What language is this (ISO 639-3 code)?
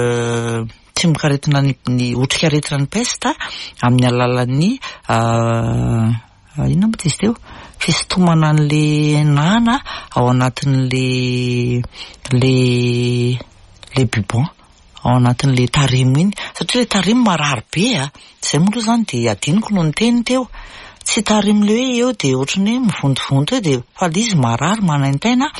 mlg